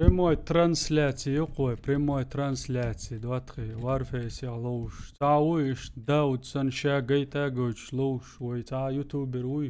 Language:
Chechen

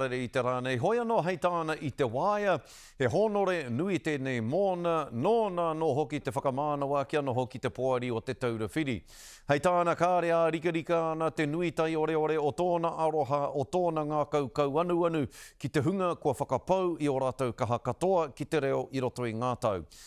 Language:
Māori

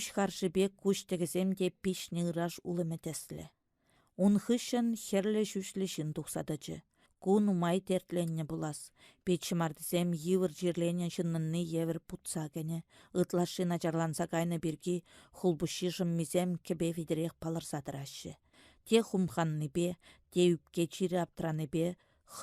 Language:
Chuvash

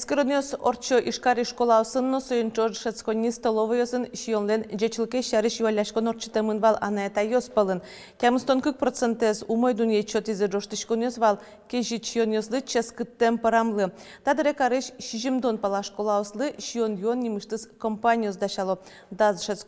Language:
Udmurt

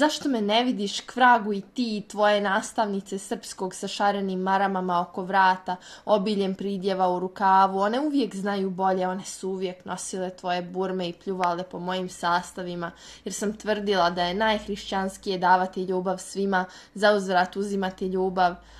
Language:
Serbian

